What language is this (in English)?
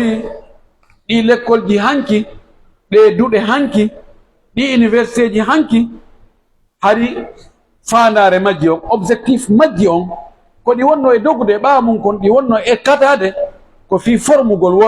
Pular